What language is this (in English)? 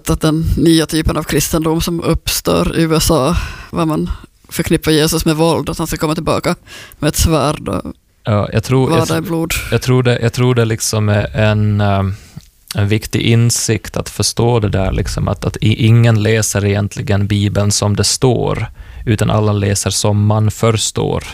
Swedish